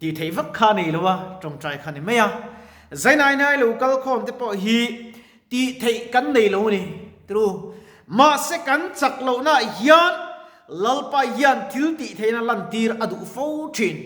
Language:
Mizo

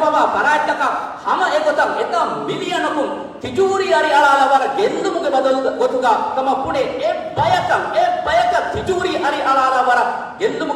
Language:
Divehi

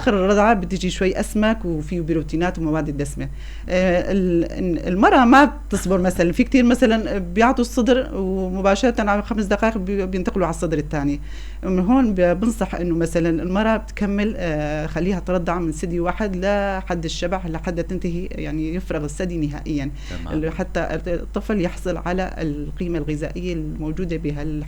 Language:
North Levantine Arabic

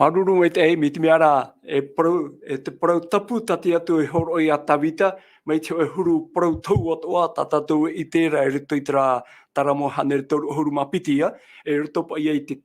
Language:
Tahitian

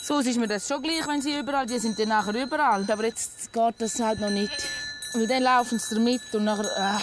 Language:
Swiss German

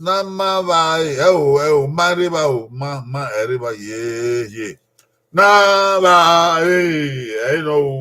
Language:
Bini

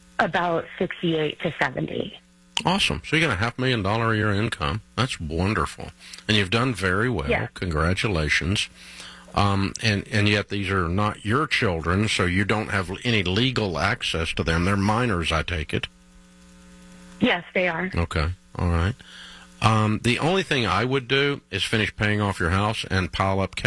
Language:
English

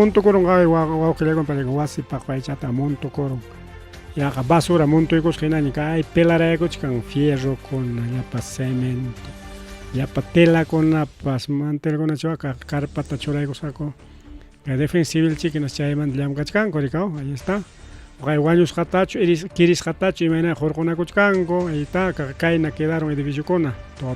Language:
Ayacucho Quechua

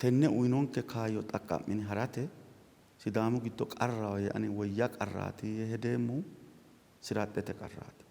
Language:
Sidamo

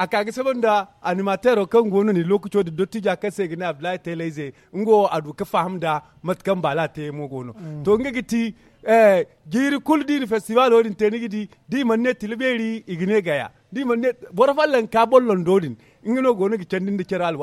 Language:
Zarma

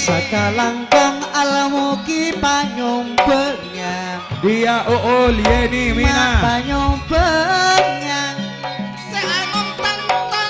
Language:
Madurese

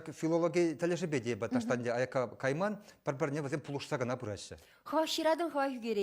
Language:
Chuvash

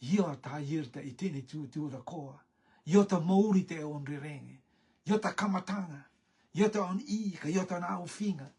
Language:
Rotuman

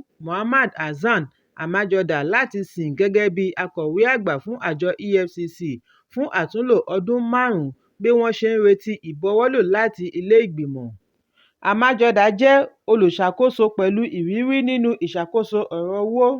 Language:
Yoruba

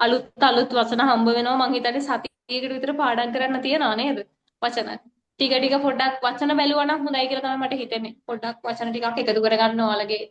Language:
Sinhala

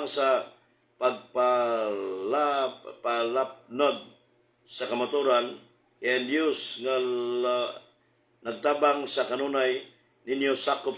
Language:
Cebuano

